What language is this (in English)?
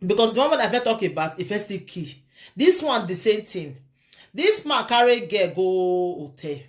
Nigerian Pidgin